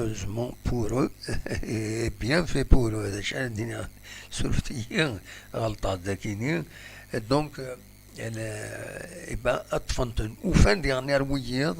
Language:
Kabyle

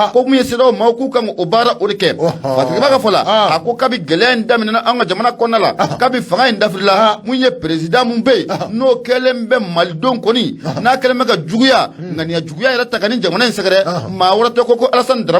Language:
Bambara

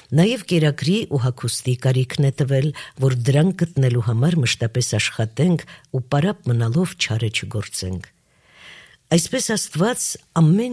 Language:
Armenian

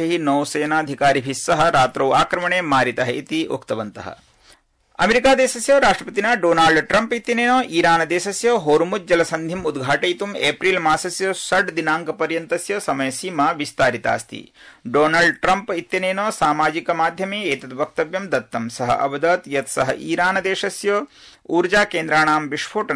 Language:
Sanskrit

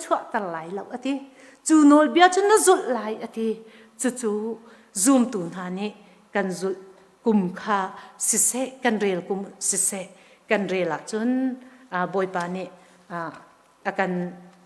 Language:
Hakha Chin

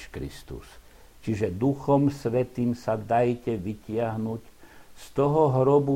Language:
Slovak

